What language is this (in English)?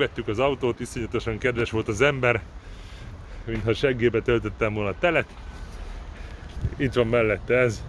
Hungarian